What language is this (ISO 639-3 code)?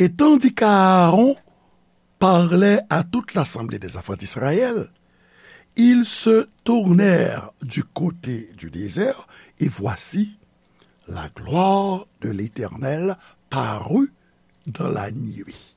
hat